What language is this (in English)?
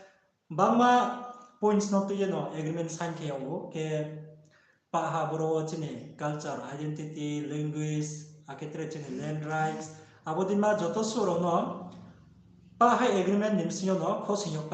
Riang (India)